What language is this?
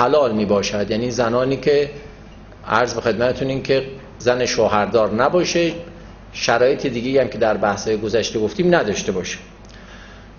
Persian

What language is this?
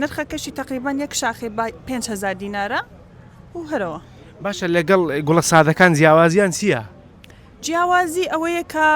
Central Kurdish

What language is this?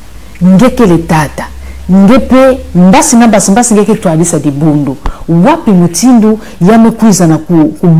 Kituba (Congo)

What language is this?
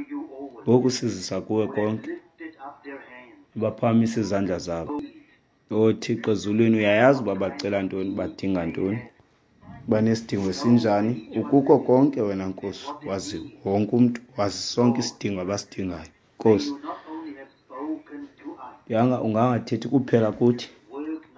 Xhosa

